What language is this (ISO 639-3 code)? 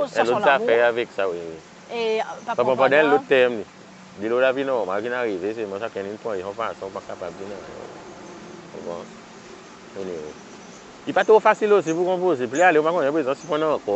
crs